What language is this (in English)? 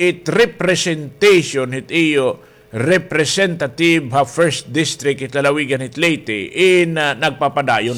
Waray